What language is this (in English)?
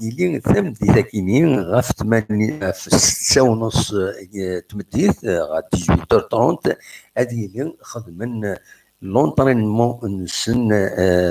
Kabyle